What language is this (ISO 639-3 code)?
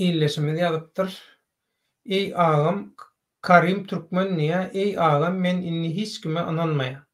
tuk